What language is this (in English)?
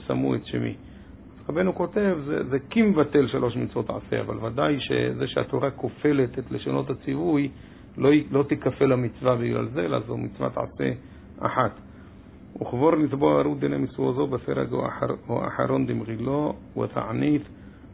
Hebrew